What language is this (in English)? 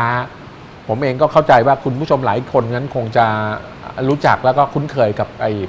Thai